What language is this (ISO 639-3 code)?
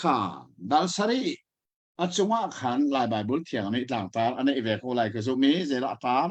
cnh